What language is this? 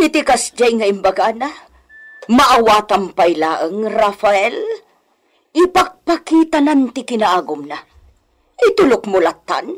Iloko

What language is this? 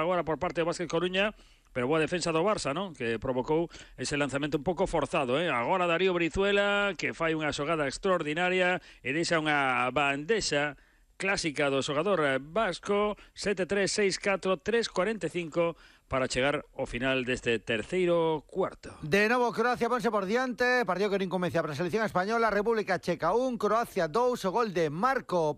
Galician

